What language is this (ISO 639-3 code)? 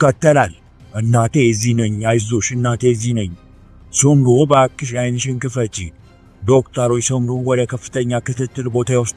amh